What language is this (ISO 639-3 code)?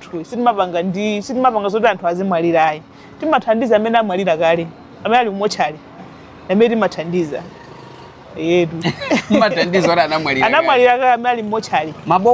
nya